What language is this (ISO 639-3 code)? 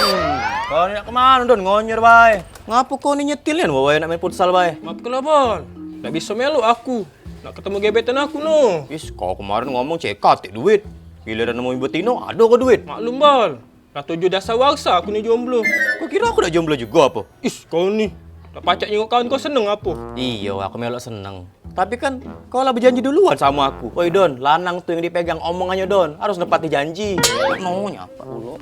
mui